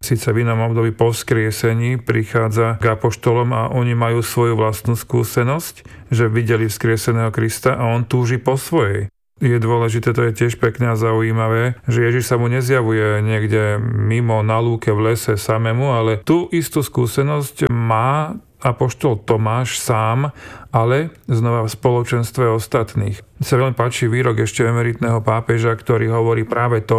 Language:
Slovak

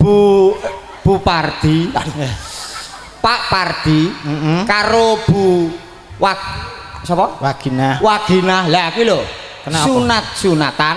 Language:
Javanese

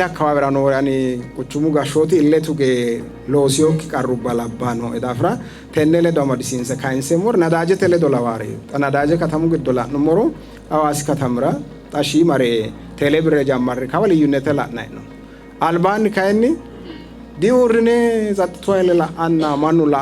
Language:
Sidamo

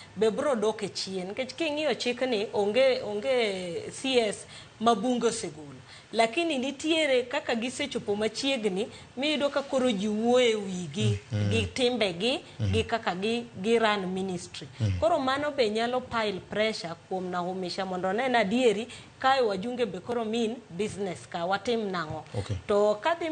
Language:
Luo (Kenya and Tanzania)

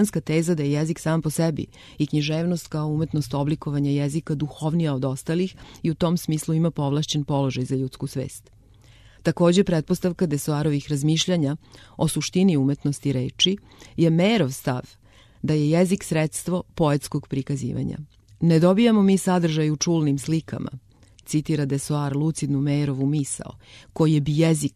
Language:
Serbian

